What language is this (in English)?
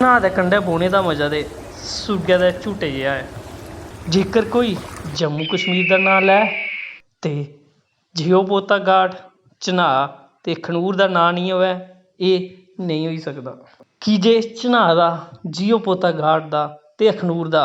Dogri